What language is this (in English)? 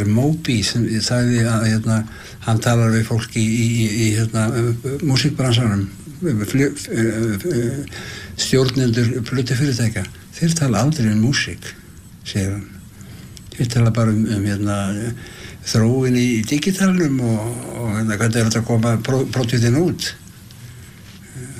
Icelandic